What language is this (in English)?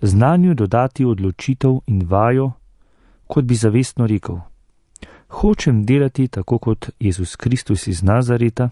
Slovenian